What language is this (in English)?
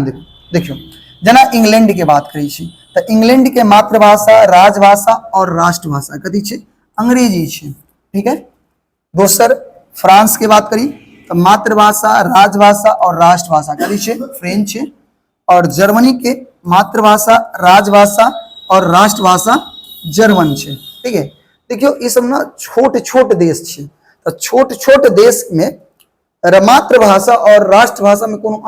Maithili